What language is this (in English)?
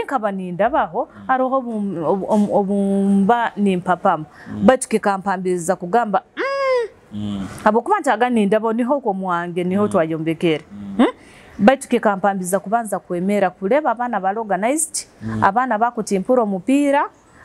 Nyoro